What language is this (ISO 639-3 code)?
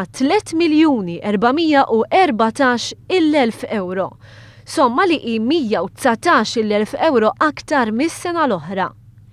mlt